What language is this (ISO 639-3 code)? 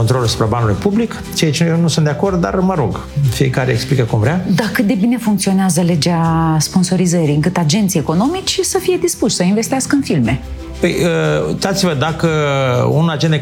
ron